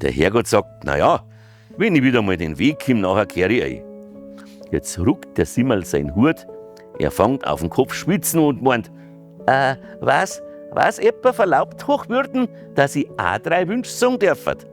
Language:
Bavarian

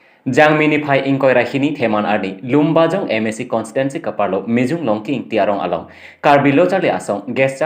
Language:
Karbi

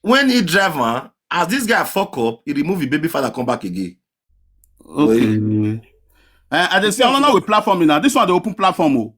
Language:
Nigerian Pidgin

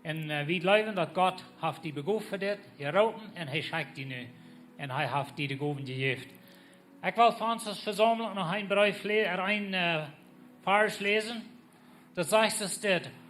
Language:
Plautdietsch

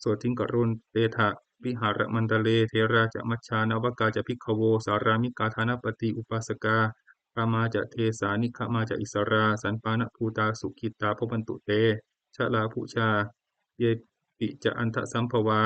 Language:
Pali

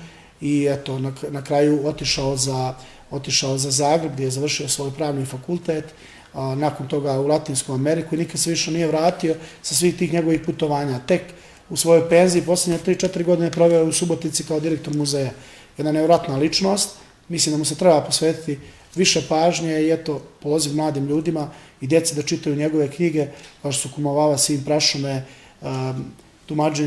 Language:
Bosnian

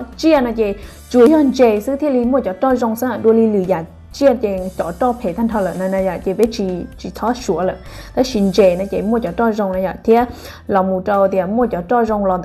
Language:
Hmong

